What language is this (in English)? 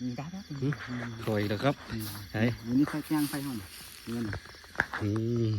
Northeastern Thai